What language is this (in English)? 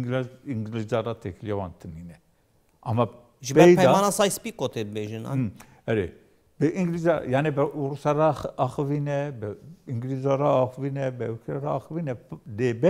Kurdish